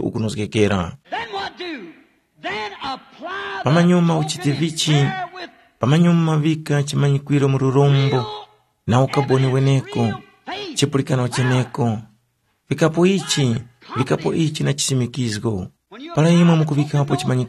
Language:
Tumbuka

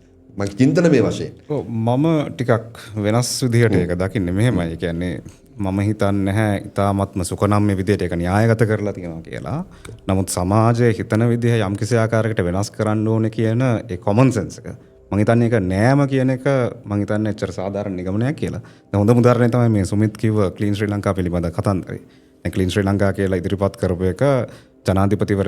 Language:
Sinhala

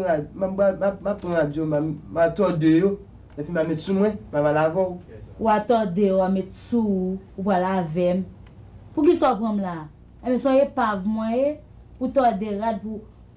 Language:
Haitian Creole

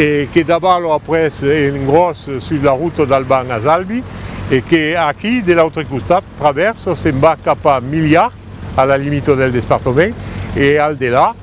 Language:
Occitan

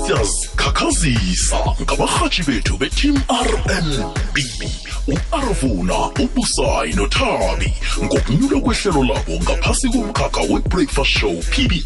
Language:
South Ndebele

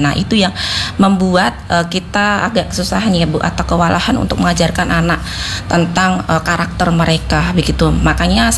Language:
Indonesian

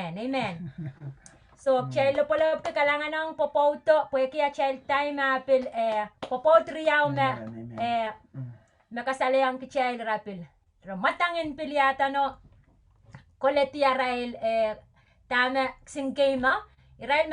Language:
Pohnpeian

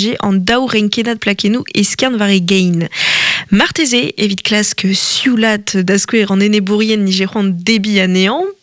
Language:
Breton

